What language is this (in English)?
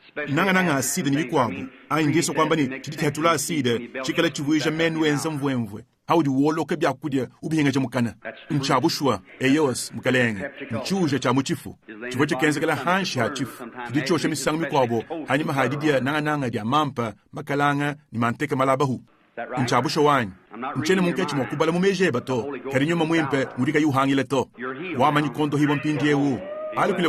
Luba-Lulua